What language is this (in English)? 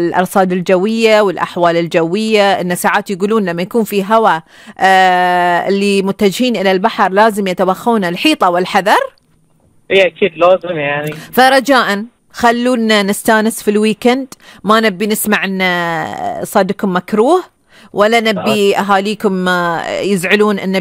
Gulf Arabic